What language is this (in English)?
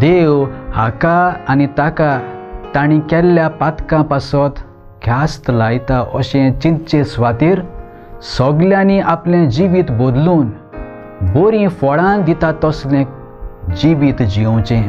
Konkani